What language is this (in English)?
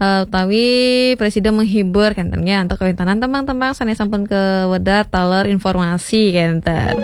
Balinese